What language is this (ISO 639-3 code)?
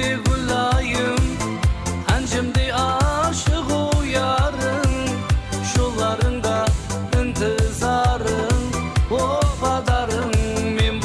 kaa